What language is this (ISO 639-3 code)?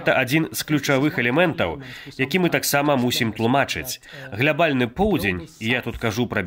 bel